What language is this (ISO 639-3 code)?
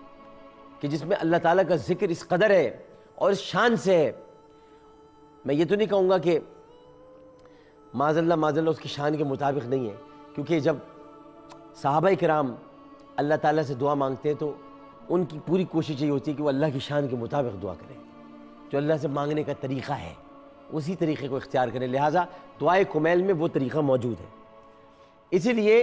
urd